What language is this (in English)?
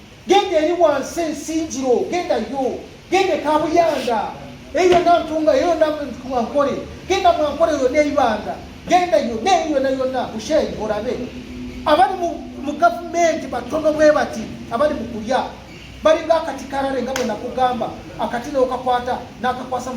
Ganda